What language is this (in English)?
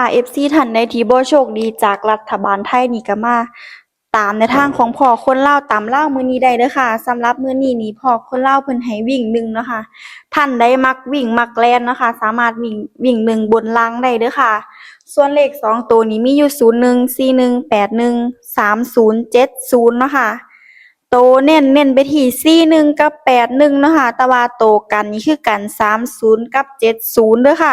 Northeastern Thai